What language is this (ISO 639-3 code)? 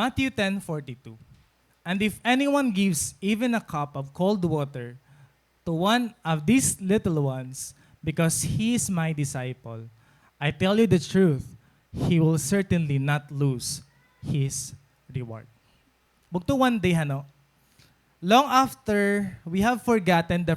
war